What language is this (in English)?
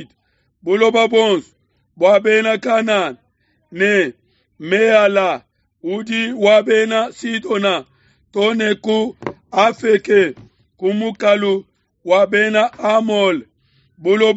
Luba-Lulua